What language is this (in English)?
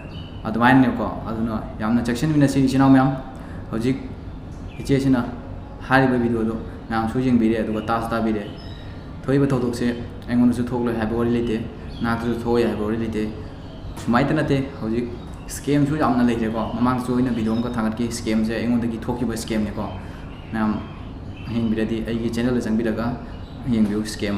Manipuri